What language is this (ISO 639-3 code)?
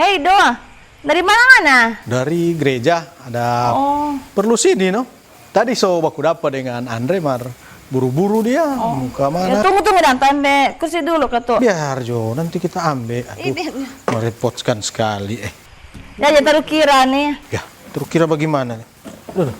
xmm